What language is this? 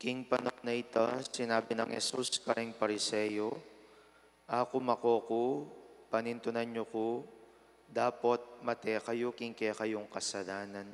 Pampanga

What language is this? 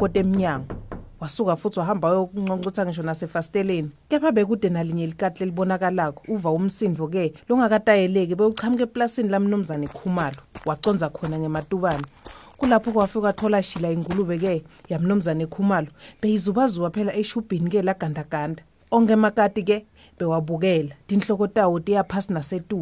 Swati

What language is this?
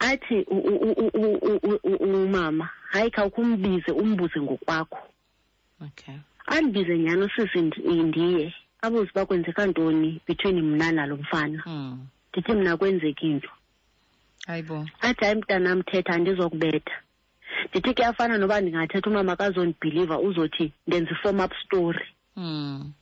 Xhosa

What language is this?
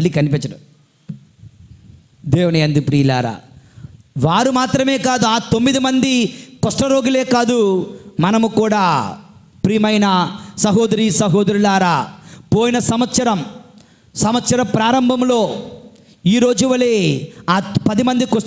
Telugu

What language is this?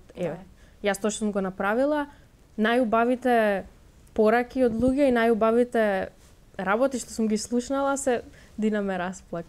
Macedonian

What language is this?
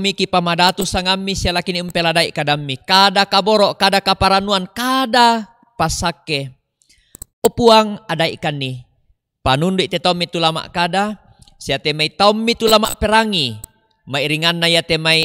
Toraja-Sa'dan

